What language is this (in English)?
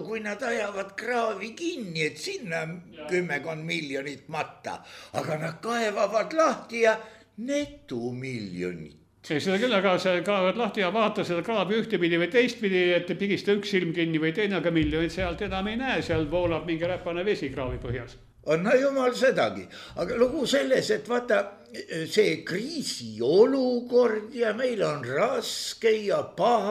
Estonian